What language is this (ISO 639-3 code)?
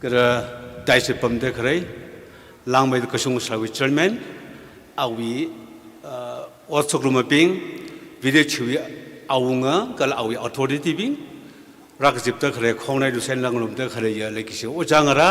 nmf